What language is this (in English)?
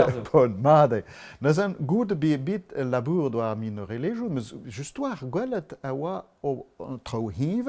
Breton